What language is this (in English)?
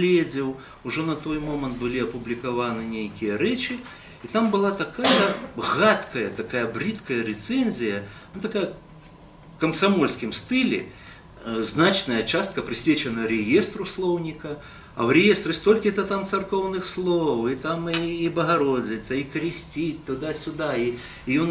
Belarusian